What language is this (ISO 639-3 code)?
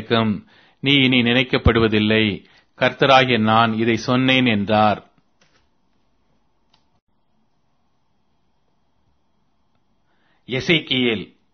tam